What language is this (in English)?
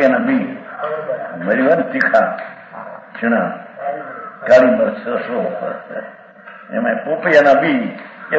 Gujarati